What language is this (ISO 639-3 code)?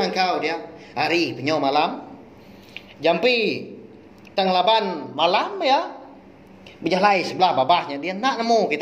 iba